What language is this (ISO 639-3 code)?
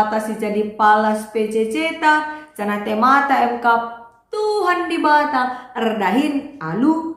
btx